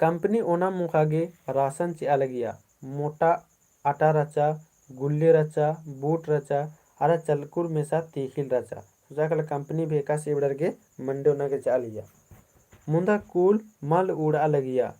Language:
Kurukh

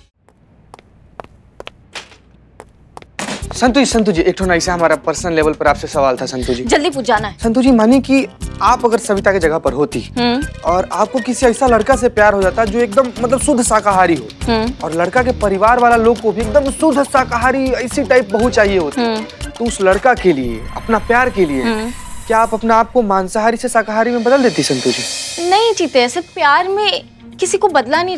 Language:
Hindi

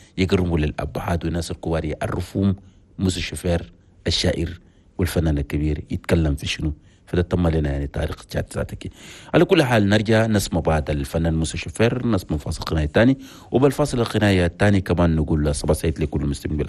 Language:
Chadian Arabic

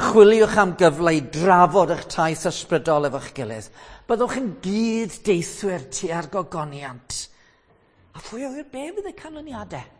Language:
Welsh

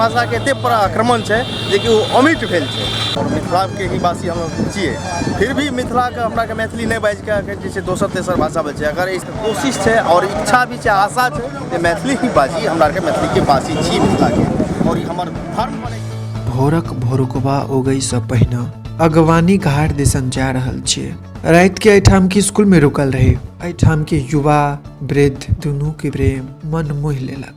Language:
Maithili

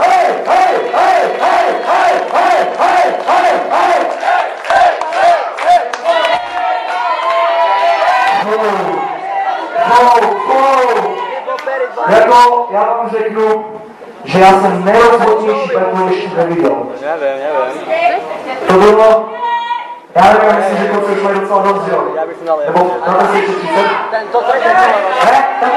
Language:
Czech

